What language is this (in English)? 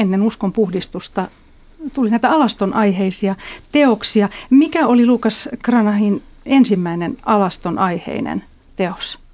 Finnish